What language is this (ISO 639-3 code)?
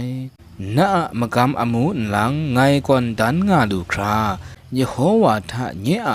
kac